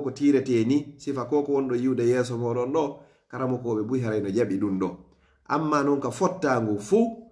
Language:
Fula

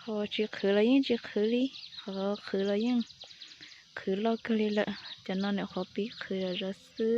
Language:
Hmong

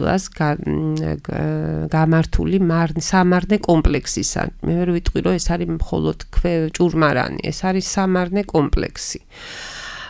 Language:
Georgian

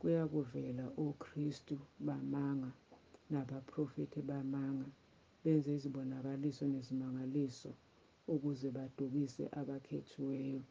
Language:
Zulu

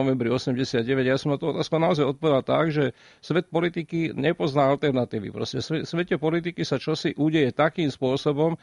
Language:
Slovak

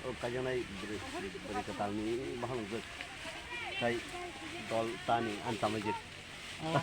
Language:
Kok Borok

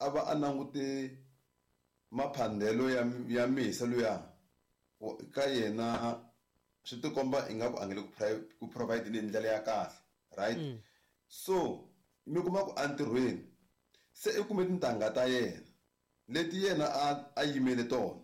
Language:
Tsonga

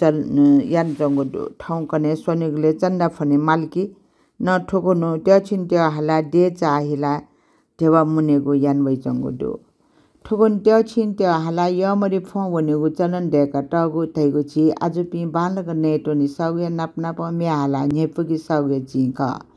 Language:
Newari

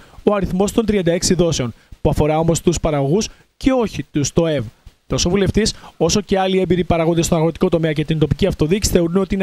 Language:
Greek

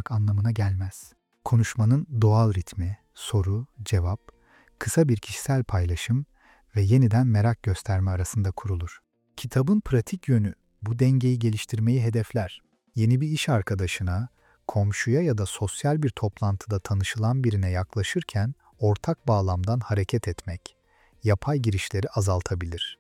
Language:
Turkish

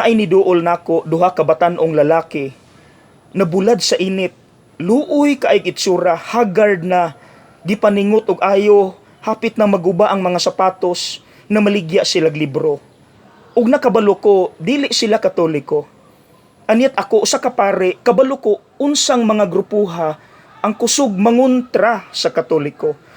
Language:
Cebuano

